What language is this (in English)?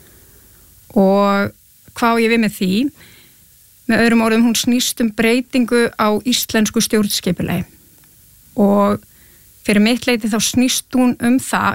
Icelandic